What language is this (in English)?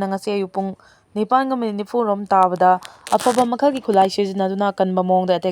Manipuri